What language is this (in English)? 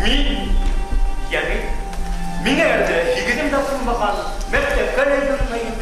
Bashkir